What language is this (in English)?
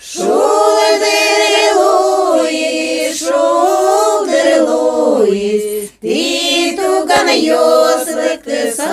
Udmurt